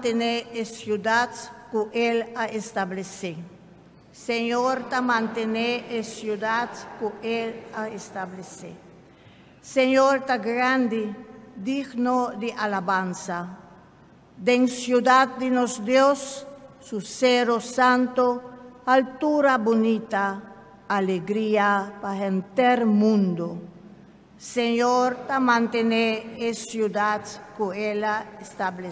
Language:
Papiamento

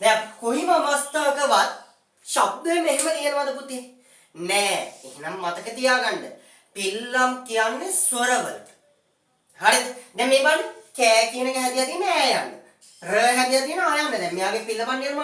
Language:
Sinhala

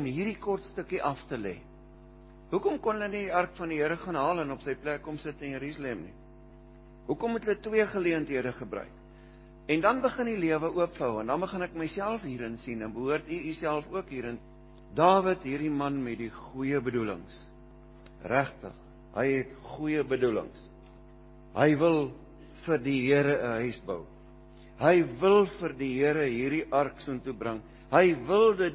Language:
Afrikaans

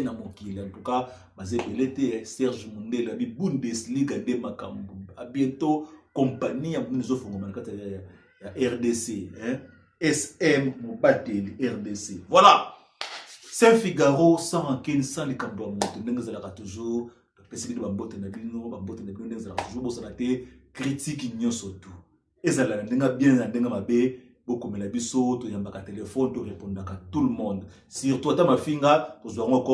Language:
Lingala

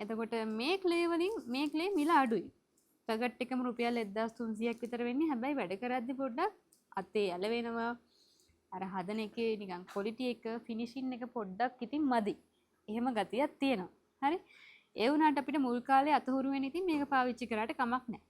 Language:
Sinhala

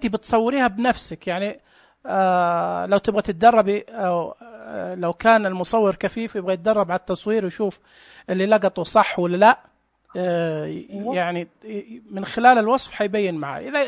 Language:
Najdi Arabic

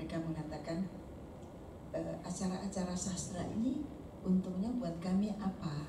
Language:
Indonesian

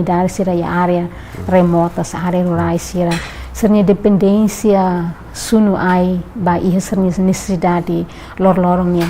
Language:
Tetum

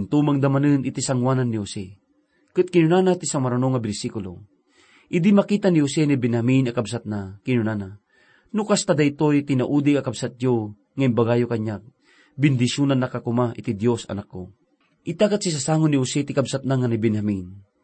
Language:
Iloko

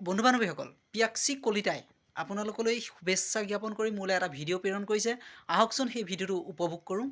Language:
Assamese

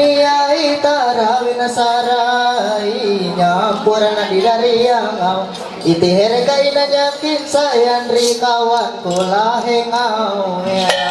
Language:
Ma'anyan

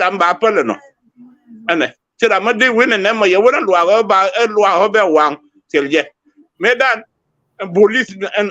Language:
Nuer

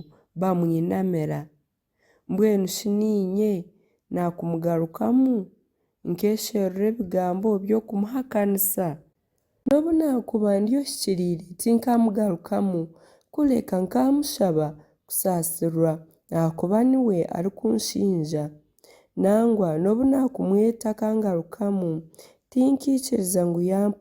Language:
Nyankole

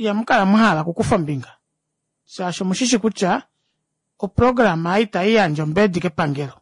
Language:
Kuanyama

